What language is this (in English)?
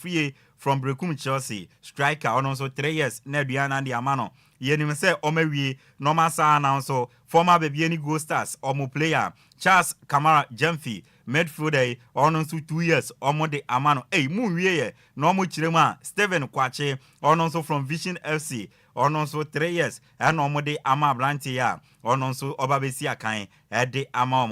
Akan